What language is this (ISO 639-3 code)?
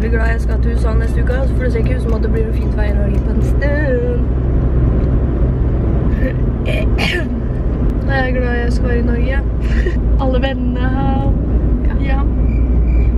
nor